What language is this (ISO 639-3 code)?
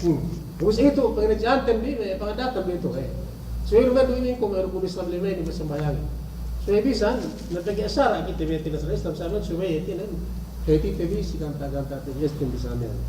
yka